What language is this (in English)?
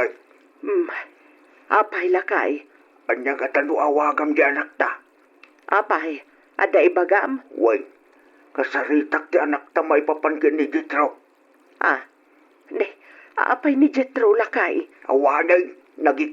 Iloko